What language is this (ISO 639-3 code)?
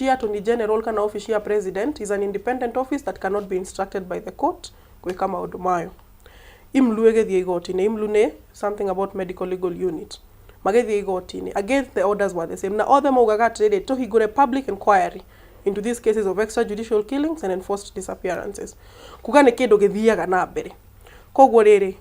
kik